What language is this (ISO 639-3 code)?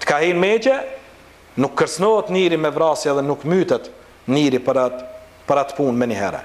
sqi